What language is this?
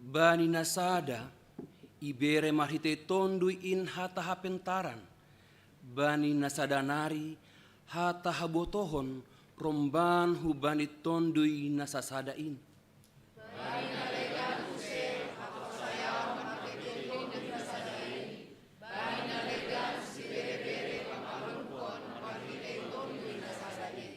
Batak Simalungun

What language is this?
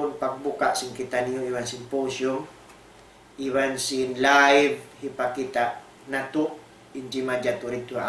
Tausug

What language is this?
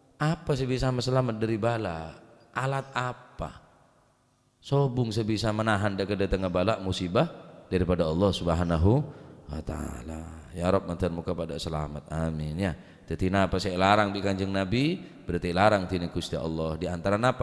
Madurese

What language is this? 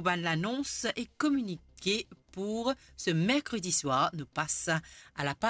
Morisyen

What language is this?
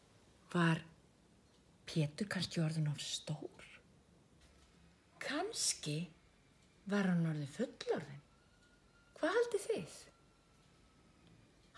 Icelandic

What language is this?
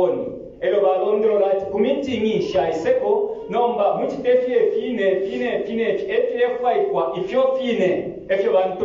Bemba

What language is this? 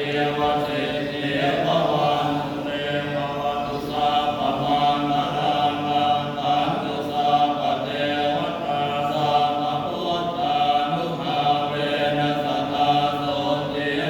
Pali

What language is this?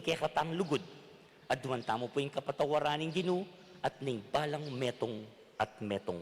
Pampanga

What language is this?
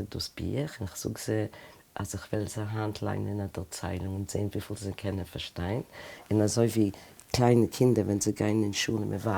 Yiddish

